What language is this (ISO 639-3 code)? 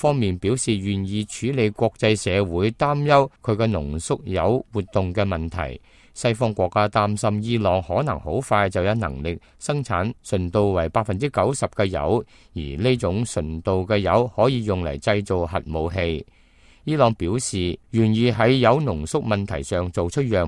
yue